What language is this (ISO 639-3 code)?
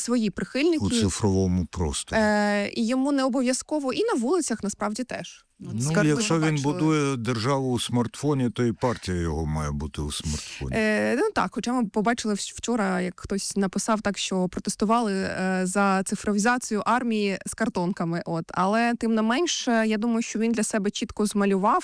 ukr